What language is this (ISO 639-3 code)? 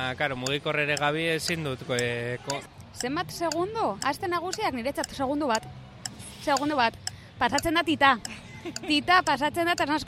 eus